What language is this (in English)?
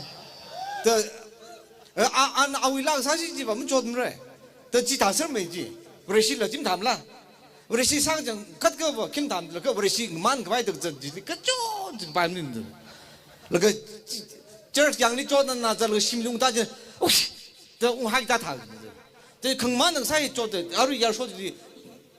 Tangkhul Naga (India)